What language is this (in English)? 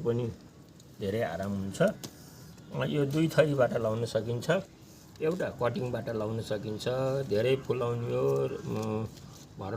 Nepali